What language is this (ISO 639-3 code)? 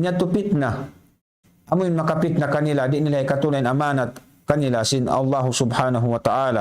tsg